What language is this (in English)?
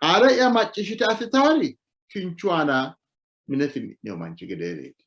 Sidamo